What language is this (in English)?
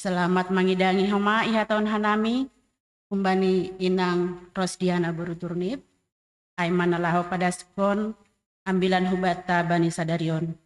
Batak Simalungun